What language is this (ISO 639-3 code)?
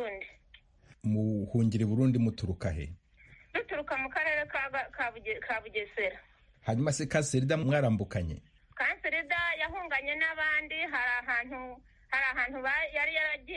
kin